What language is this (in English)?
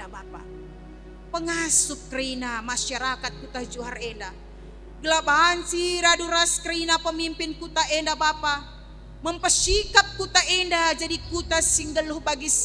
Batak Karo